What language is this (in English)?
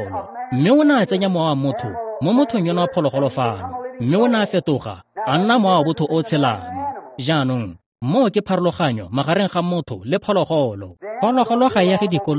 Tswana